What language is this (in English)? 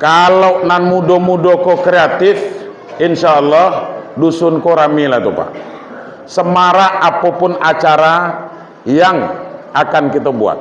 Minangkabau